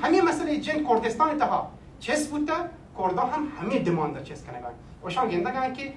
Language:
Baluchi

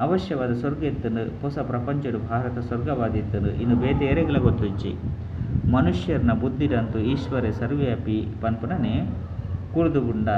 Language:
Tulu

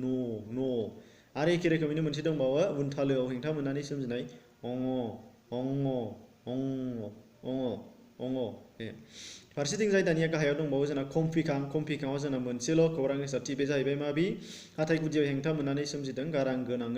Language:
Bodo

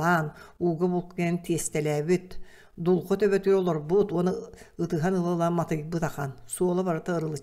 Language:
Yakut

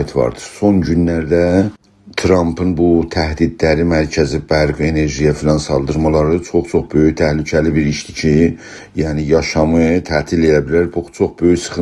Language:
South Azerbaijani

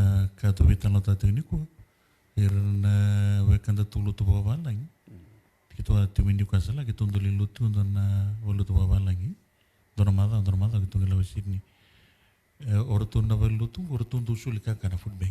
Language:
Fijian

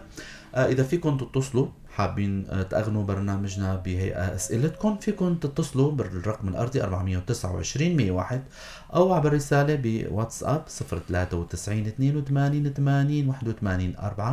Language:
North Levantine Arabic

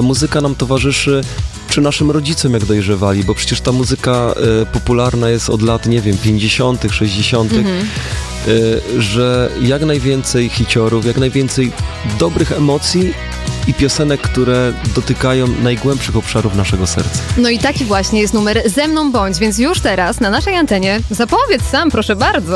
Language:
Polish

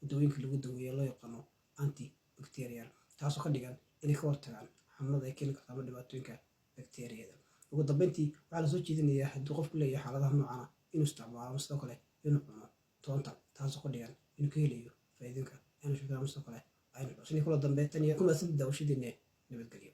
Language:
Somali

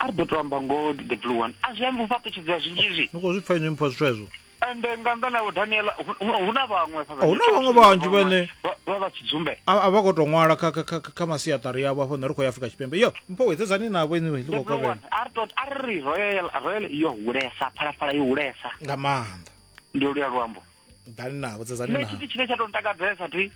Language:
Venda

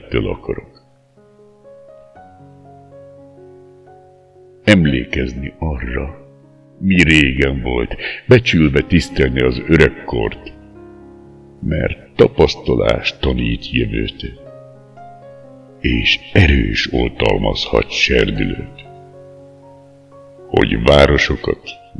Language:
Hungarian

